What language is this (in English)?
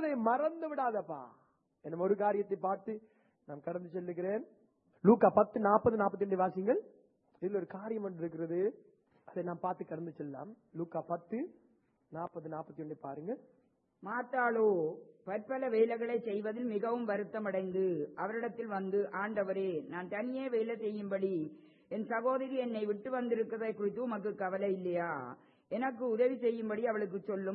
Tamil